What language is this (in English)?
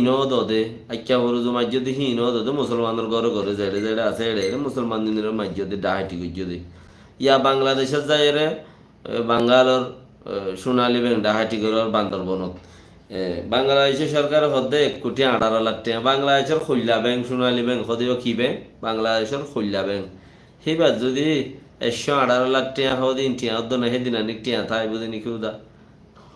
Rohingya